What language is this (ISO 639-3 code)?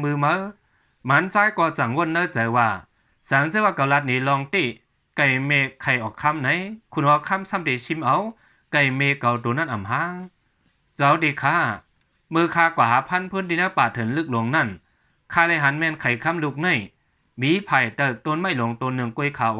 shn